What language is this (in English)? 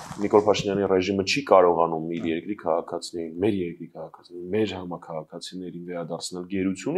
Armenian